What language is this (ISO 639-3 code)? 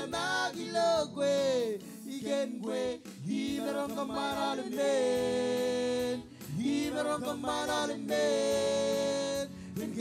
mah